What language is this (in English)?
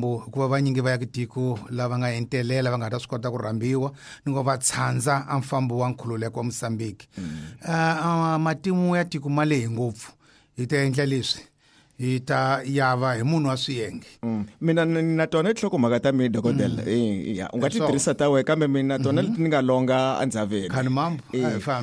Tsonga